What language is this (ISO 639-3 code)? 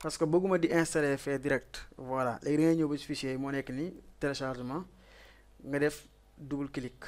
wol